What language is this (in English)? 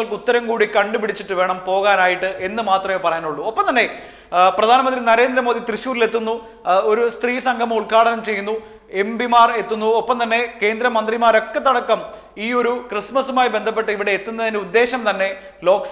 Malayalam